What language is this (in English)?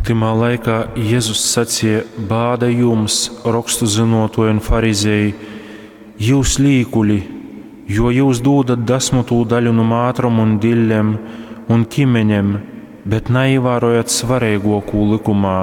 Latgalian